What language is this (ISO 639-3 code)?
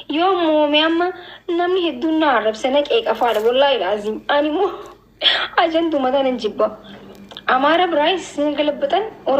orm